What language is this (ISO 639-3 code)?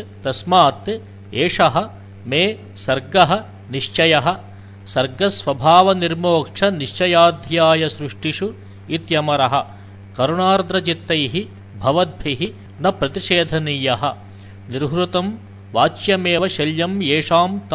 san